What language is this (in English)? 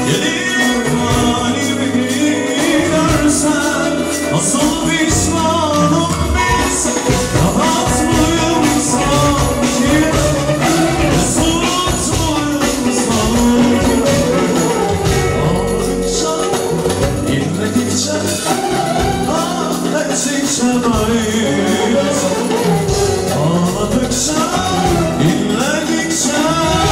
Turkish